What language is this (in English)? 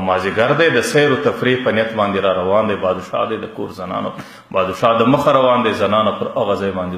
Pashto